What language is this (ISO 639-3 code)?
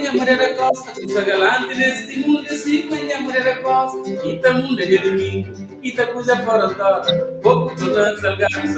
kea